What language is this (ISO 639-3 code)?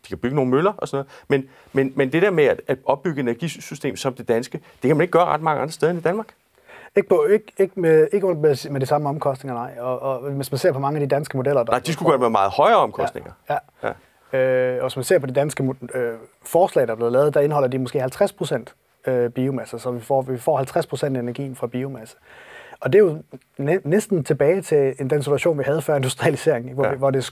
dan